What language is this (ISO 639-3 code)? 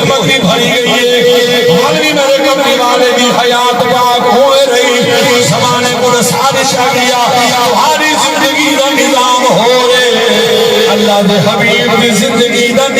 skr